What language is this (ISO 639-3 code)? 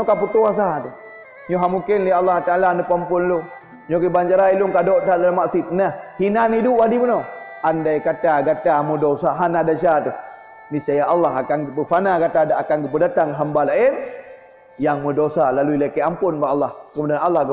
ace